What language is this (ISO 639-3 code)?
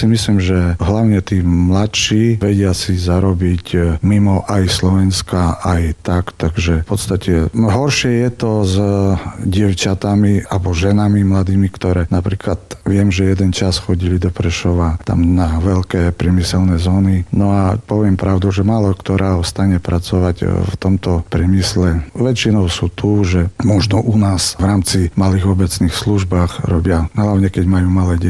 slk